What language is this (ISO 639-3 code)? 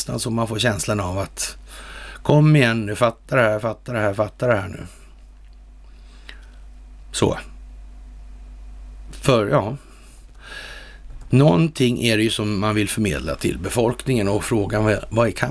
swe